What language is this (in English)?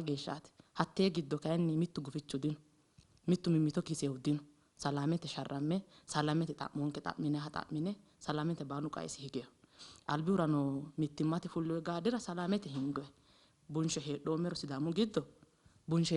Sidamo